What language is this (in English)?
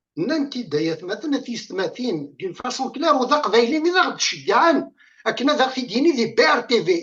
Kabyle